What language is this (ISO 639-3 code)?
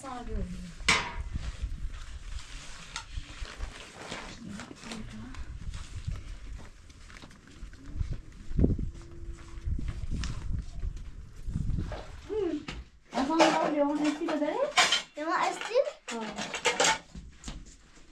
fas